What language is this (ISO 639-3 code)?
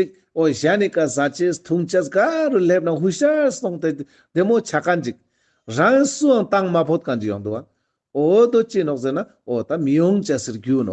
lbj